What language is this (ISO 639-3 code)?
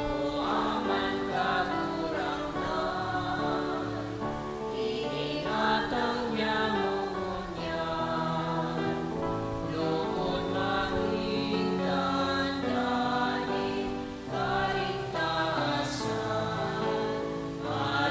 bik